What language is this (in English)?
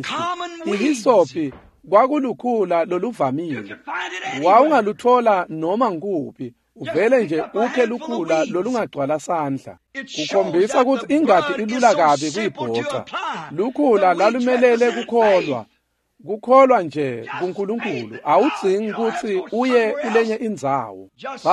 Swati